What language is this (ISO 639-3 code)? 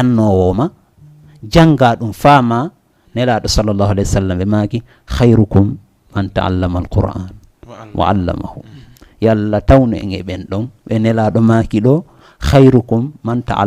ful